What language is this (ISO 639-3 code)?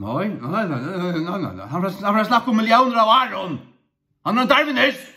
fao